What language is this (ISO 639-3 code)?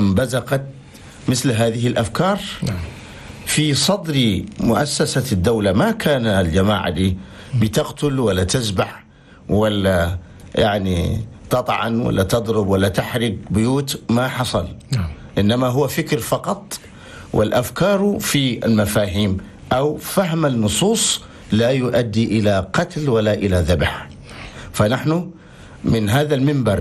shu